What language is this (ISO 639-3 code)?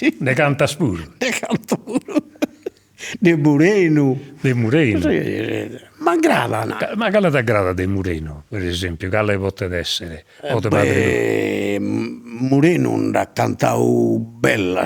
srd